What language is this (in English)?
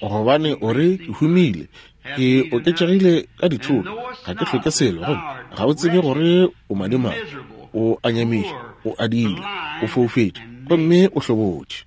Northern Sotho